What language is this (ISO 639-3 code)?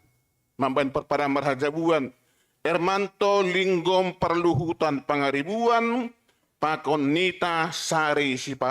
bts